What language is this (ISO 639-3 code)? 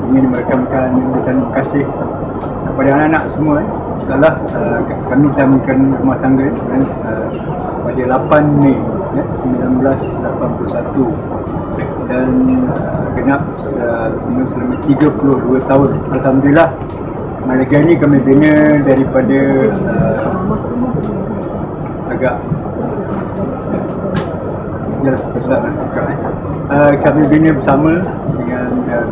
msa